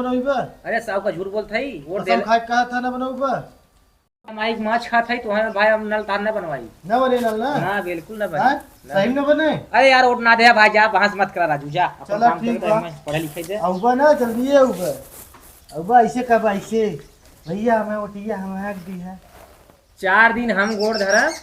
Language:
Awadhi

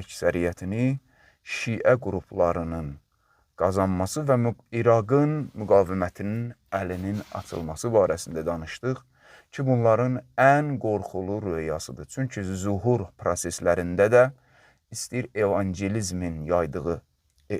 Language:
Azerbaijani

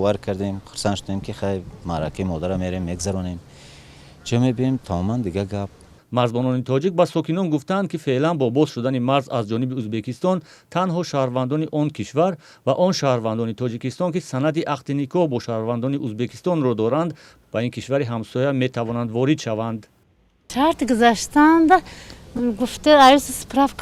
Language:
Tajik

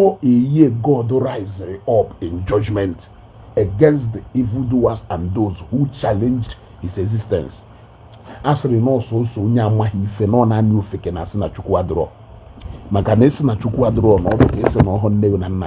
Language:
Igbo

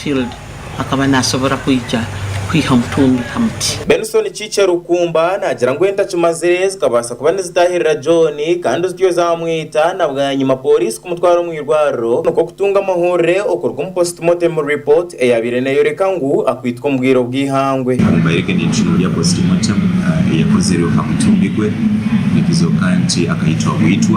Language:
Nyankole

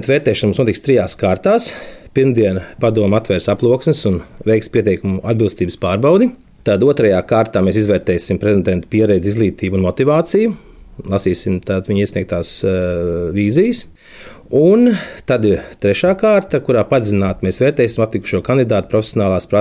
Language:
Latvian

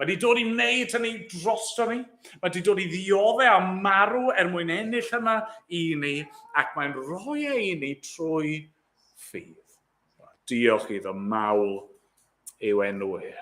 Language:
Welsh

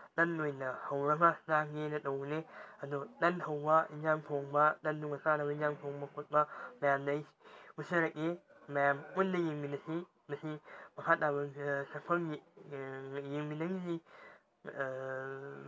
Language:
Manipuri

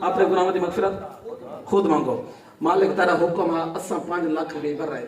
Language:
Saraiki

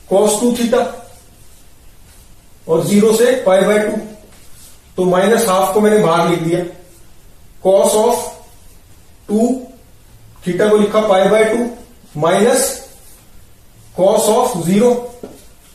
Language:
Hindi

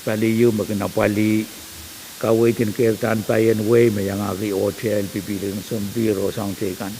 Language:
Pohnpeian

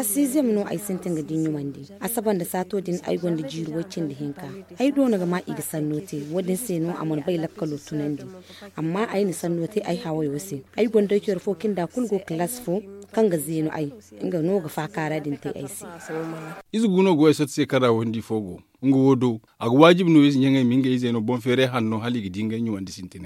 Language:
Zarma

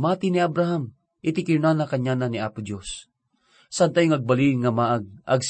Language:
Iloko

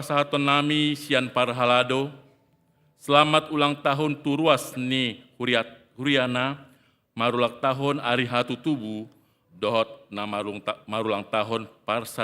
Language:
Batak Toba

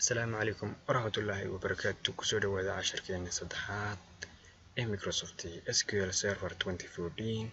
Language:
Somali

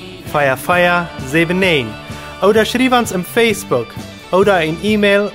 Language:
Plautdietsch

